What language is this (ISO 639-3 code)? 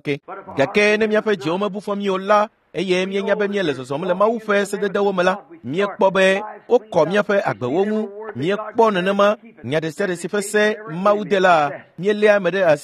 ewe